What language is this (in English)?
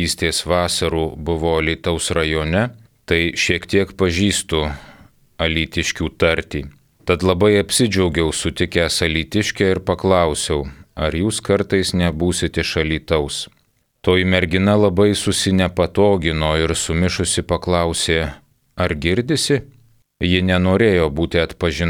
Lithuanian